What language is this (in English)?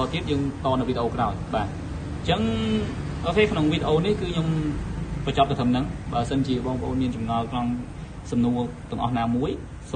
Khmer